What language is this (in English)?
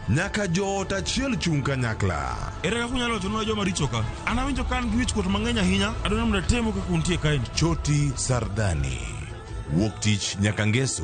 Luo (Kenya and Tanzania)